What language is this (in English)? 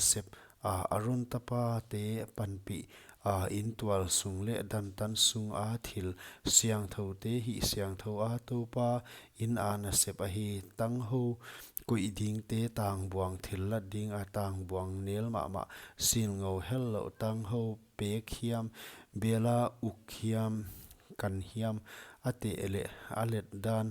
Paite Chin